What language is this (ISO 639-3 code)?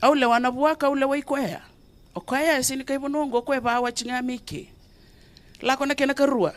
fij